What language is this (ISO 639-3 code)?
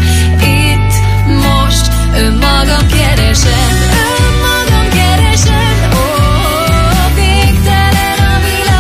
hun